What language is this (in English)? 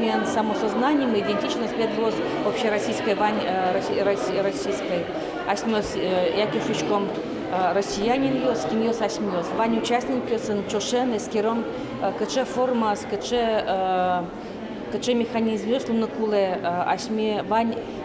Udmurt